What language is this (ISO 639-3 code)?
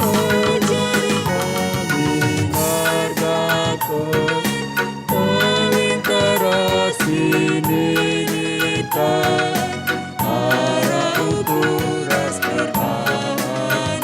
btx